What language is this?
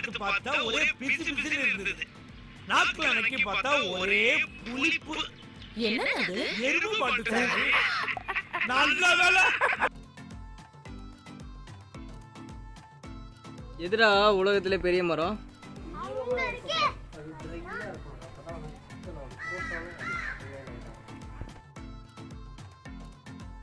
Tamil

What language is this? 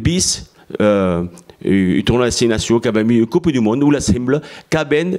Occitan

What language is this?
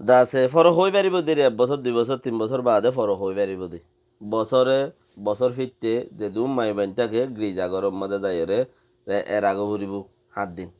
Rohingya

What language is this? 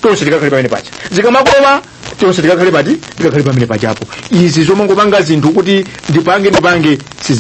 Nyanja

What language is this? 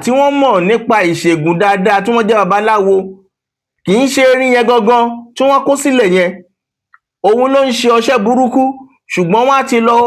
Yoruba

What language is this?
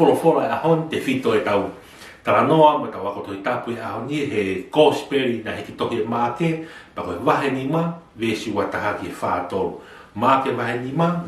Tongan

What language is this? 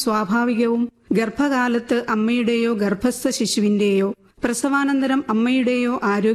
Malayalam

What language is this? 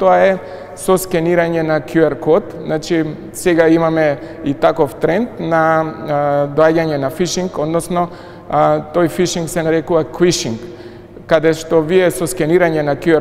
Macedonian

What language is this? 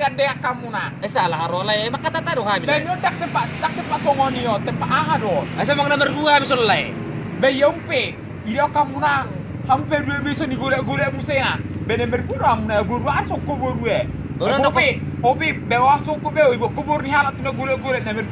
Batak Toba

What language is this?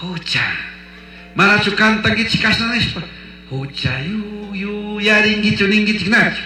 Chimborazo Highland Quichua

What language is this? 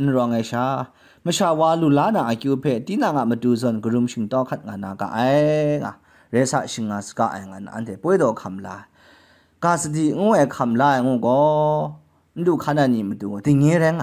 Kachin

